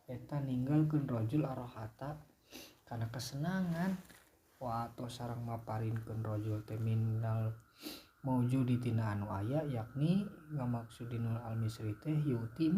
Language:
Sundanese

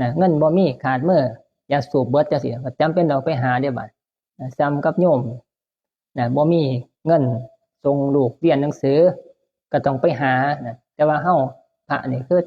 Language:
Northeastern Thai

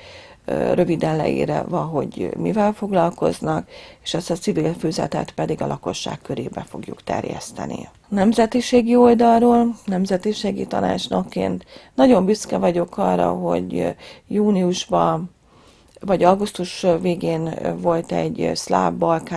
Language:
Hungarian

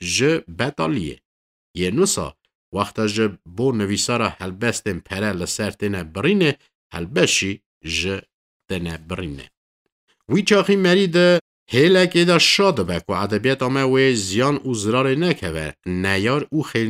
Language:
Kurdish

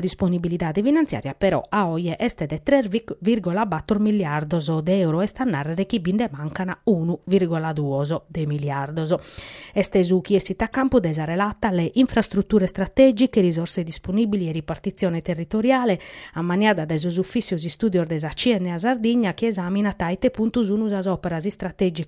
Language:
Sardinian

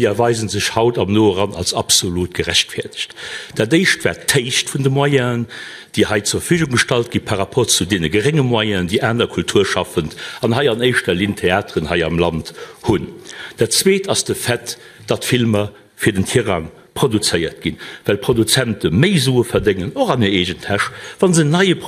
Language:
Luxembourgish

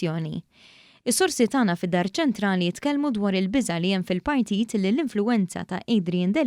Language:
Maltese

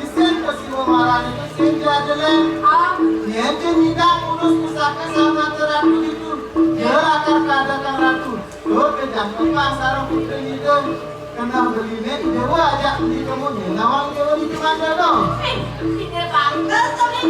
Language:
Balinese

